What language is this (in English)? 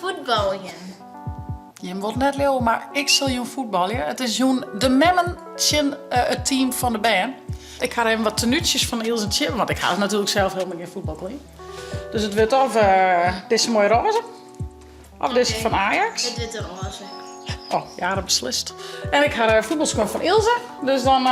Western Frisian